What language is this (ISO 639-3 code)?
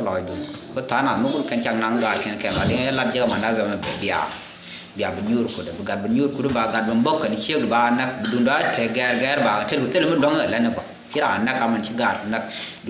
nus